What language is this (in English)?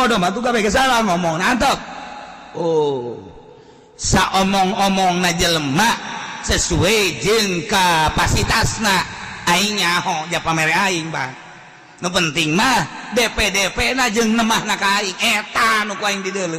Sundanese